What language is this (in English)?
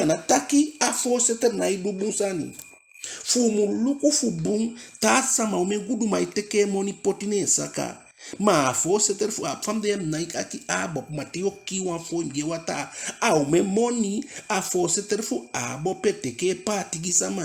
Eastern Maroon Creole